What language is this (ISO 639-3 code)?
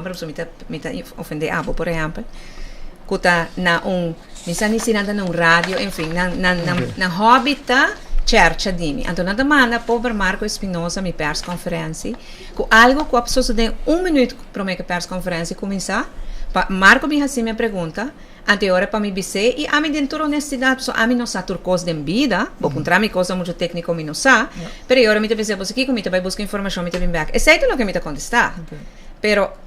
pap